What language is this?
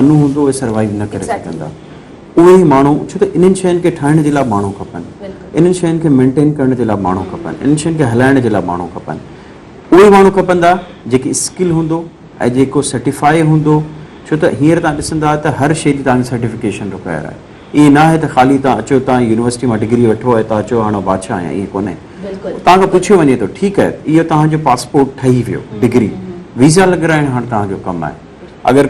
Sindhi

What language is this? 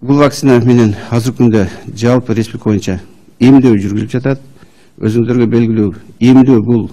Kyrgyz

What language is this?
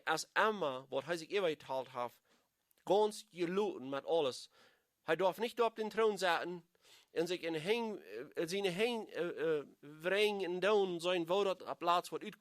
Plautdietsch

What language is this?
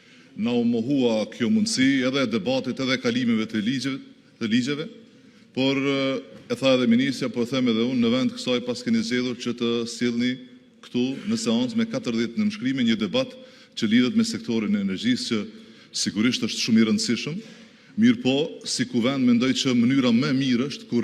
Albanian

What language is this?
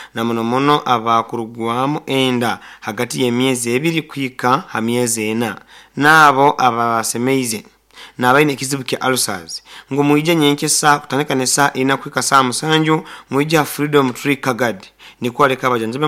Nyoro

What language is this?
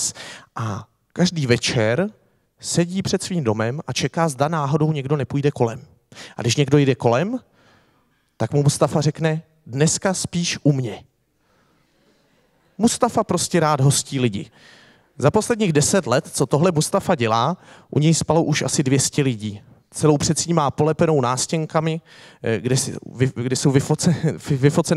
Czech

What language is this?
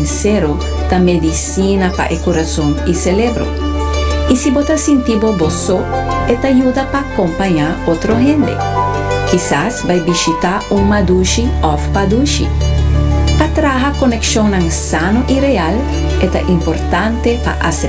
Papiamento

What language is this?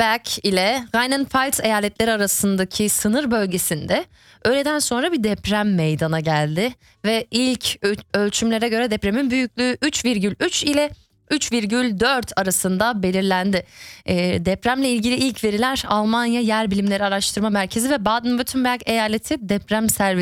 Turkish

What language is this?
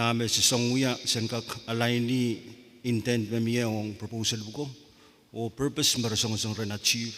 Pohnpeian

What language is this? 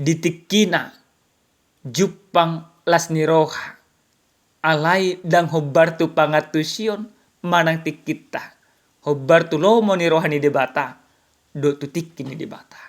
Batak Toba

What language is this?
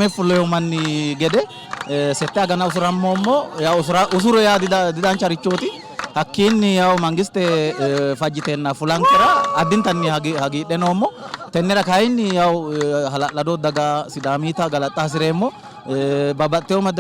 Sidamo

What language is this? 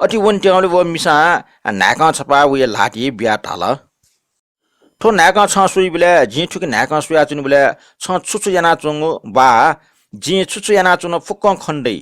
Newari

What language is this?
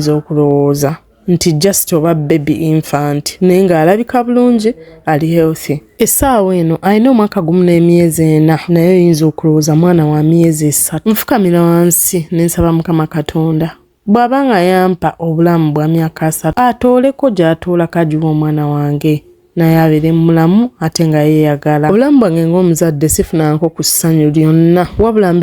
Ganda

